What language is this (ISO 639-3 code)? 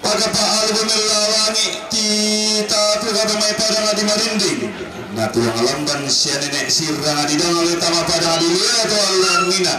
sda